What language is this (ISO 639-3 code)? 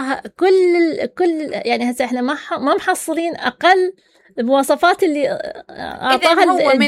acm